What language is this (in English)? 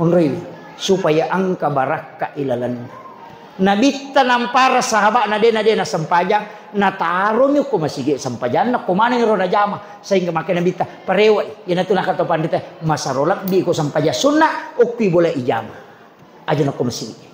Buginese